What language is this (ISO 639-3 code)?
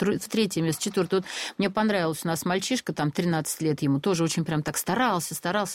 rus